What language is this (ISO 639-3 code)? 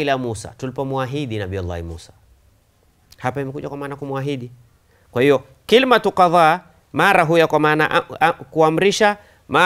swa